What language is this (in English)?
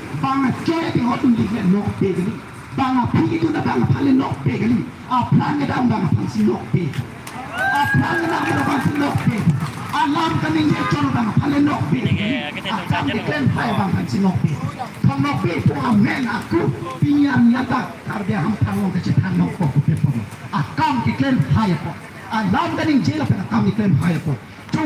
Karbi